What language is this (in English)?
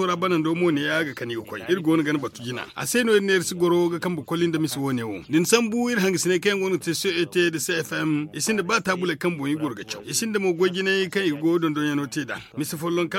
Zarma